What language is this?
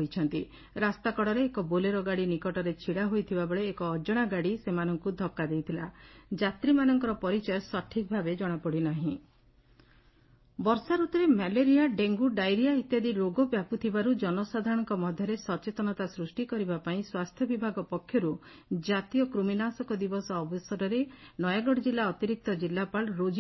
Odia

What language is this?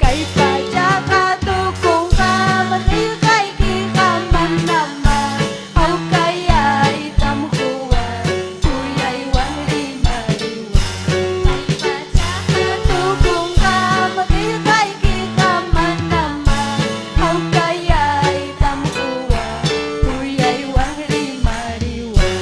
Ayacucho Quechua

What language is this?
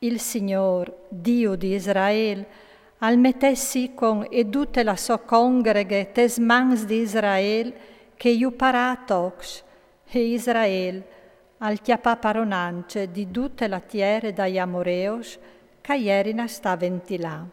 Friulian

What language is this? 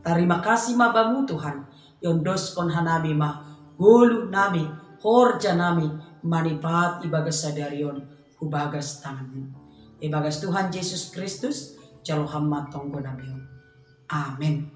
Batak Simalungun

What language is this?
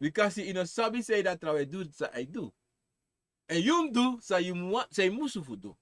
Sranan Tongo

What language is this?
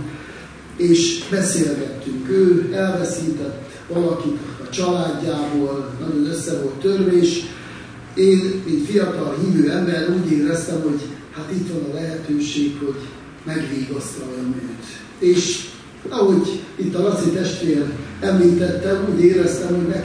Hungarian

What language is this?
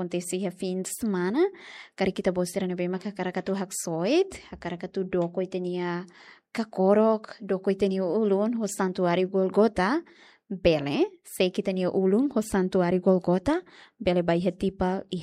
Tetum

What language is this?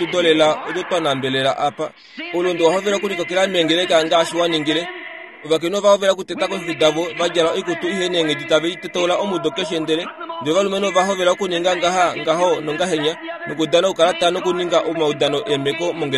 Kuanyama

